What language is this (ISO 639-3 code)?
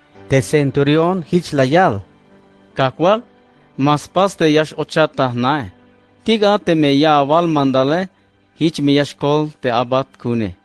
tzh